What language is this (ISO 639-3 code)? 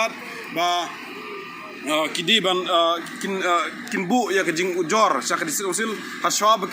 kha